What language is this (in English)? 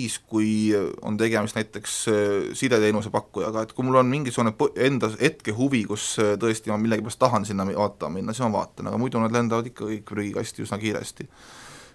Estonian